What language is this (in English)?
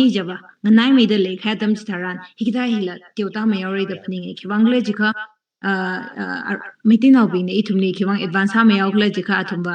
Tangkhul Naga (India)